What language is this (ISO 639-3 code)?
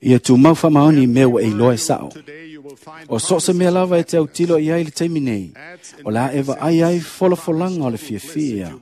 smo